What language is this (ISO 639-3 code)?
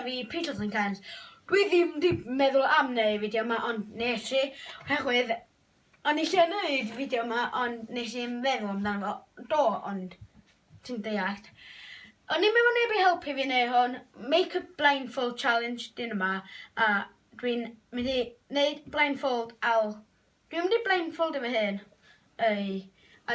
cym